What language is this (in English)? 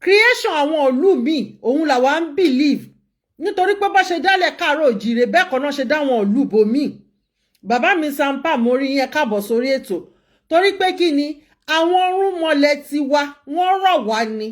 Yoruba